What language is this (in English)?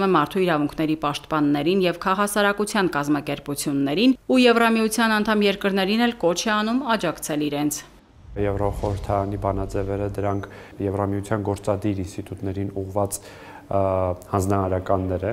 Armenian